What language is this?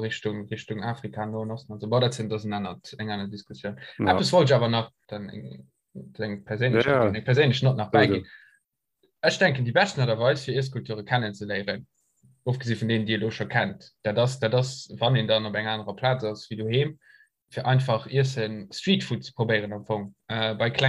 Luxembourgish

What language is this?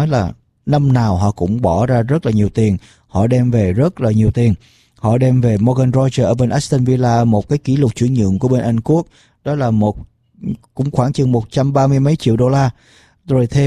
Vietnamese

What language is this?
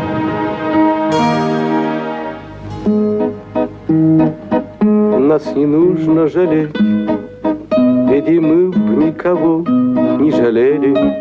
Russian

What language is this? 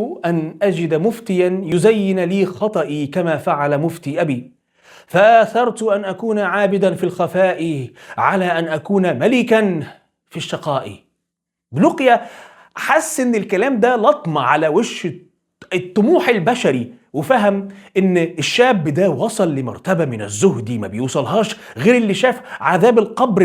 Egyptian Arabic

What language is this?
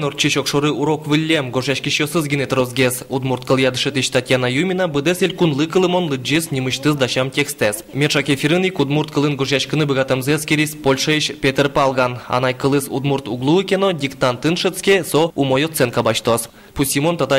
Udmurt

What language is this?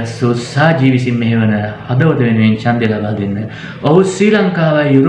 Sinhala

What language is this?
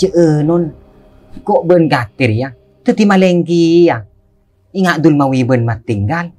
Madurese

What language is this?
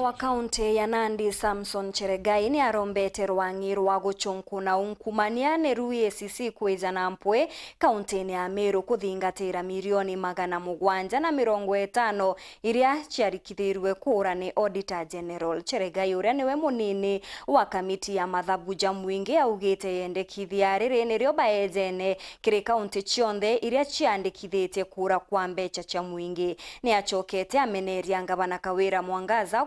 Meru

